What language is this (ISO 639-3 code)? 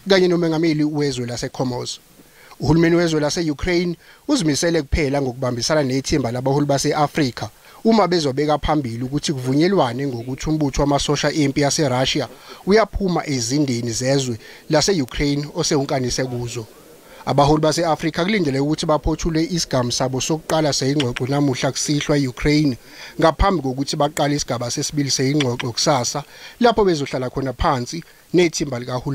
zul